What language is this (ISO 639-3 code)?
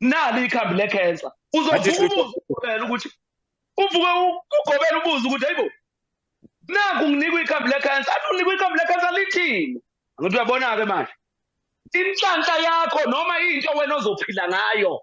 zul